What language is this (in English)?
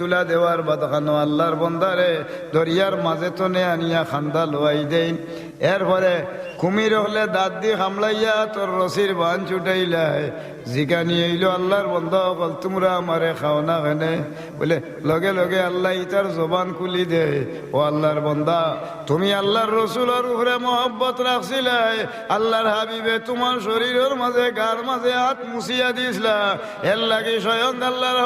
Sylheti